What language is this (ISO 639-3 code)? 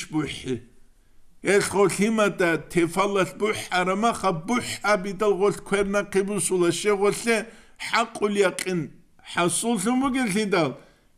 ava